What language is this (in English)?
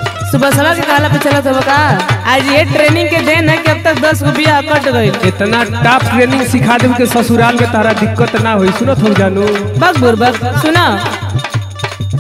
Bhojpuri